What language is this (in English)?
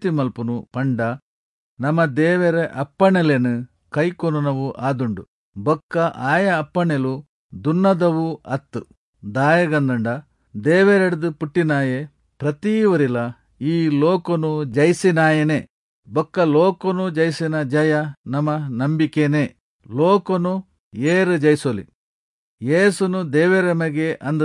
Tulu